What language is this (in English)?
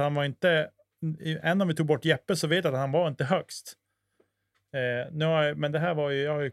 Swedish